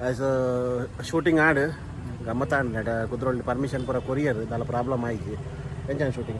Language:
Tulu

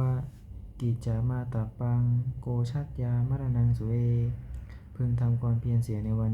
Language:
Pali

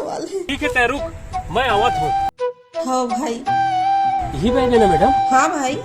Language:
Chhattisgarhi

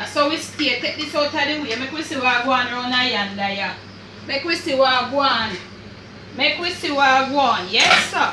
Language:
Jamaican Creole English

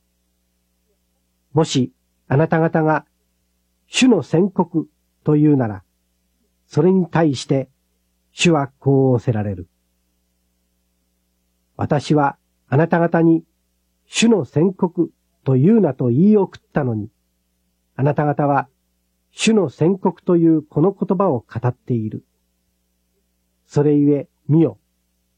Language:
Japanese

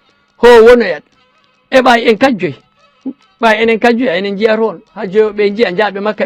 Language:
Fula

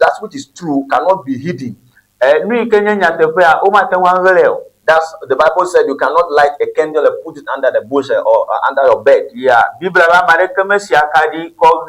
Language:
Ewe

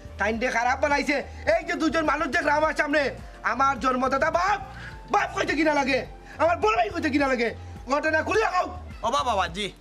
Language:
Sylheti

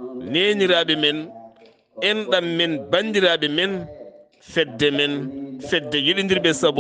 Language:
Fula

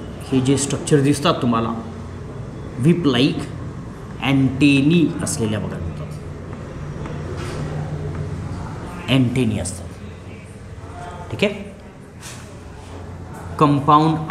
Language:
Marathi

